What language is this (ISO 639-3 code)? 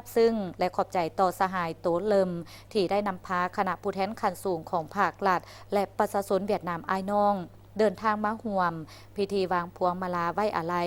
lao